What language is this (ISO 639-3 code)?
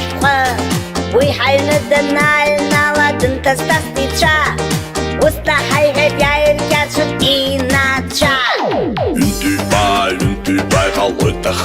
abk